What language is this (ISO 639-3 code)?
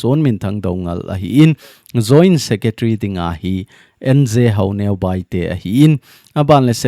tcz